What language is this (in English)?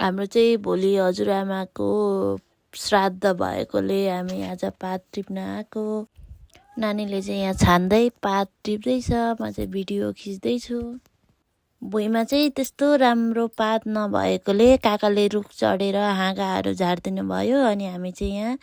Nepali